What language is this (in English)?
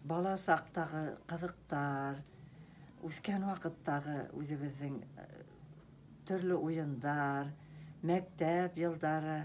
Bashkir